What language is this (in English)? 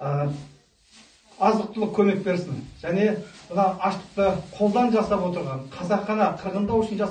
Kazakh